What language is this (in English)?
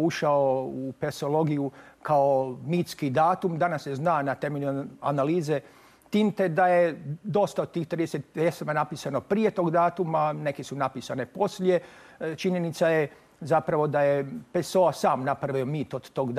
Croatian